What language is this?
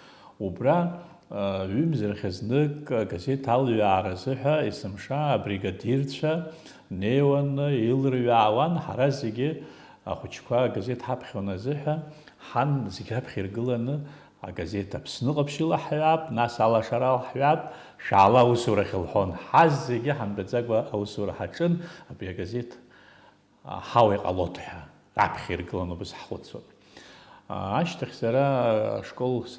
Abkhazian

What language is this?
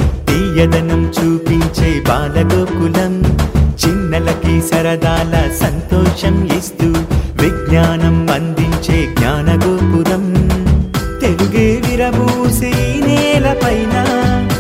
Telugu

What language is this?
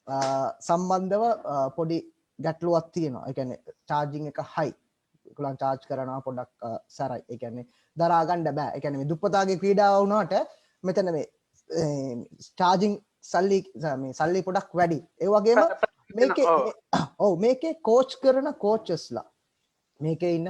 Sinhala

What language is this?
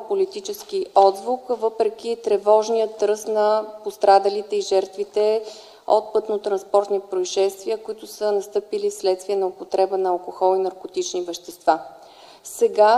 Bulgarian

